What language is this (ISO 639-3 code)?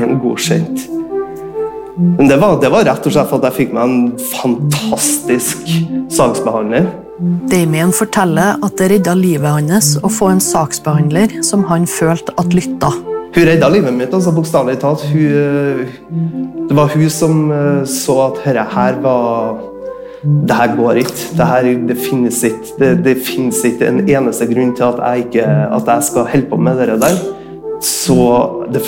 nor